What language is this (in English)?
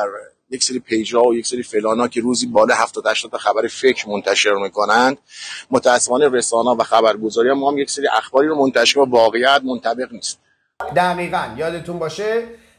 Persian